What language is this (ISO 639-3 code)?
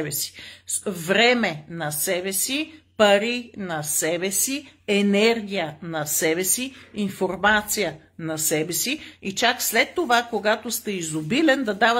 bul